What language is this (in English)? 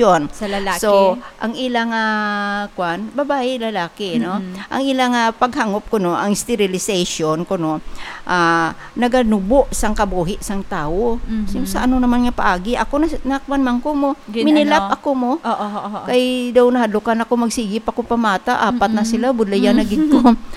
Hiligaynon